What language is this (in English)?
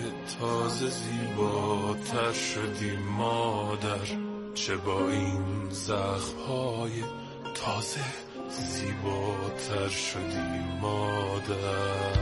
Persian